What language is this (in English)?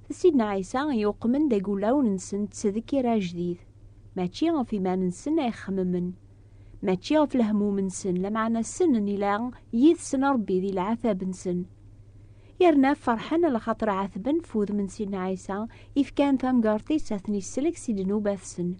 Kabyle